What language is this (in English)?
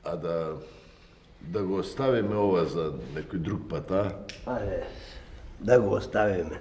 Macedonian